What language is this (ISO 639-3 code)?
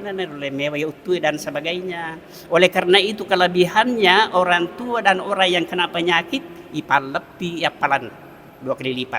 bug